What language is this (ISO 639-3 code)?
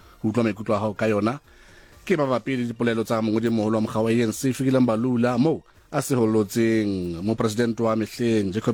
sot